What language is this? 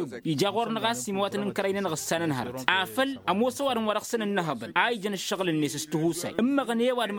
Tamasheq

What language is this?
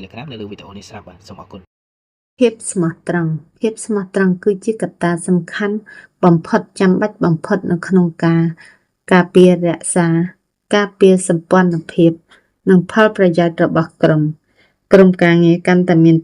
Khmer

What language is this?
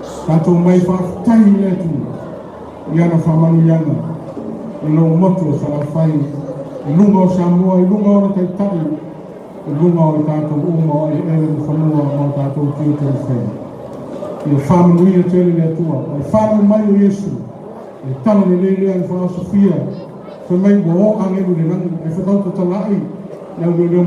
Samoan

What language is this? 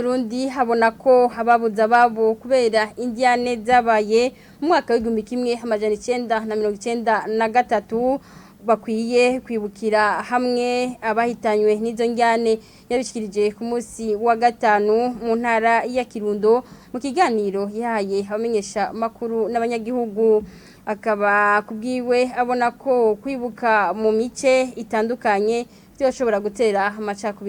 Rundi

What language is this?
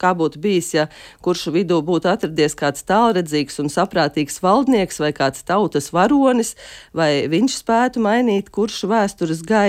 Latvian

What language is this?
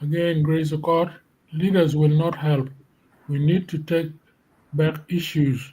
Acoli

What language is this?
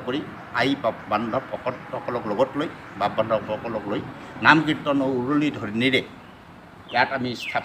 Assamese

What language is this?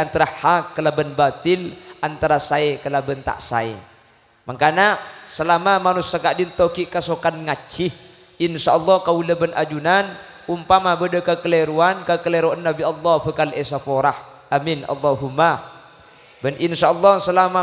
Madurese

